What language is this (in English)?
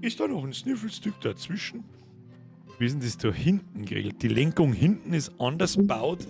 Bavarian